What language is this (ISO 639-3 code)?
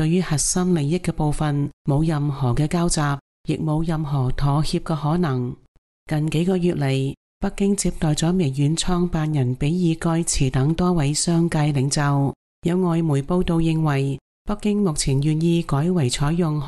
yue